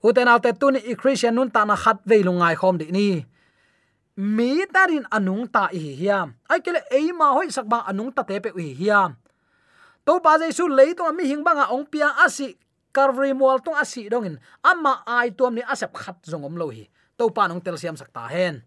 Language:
Tedim Chin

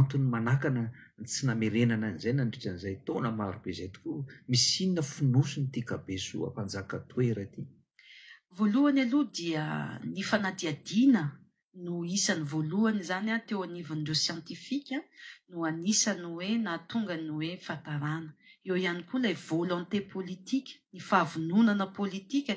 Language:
Malagasy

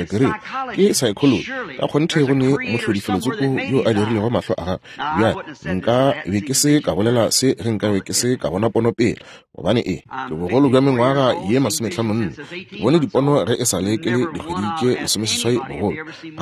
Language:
Northern Sotho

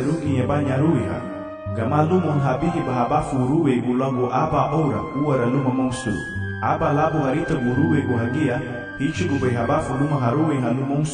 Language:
Garifuna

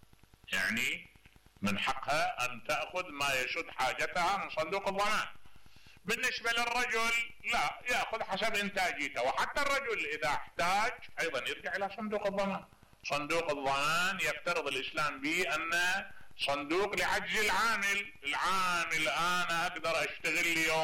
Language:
Mesopotamian Arabic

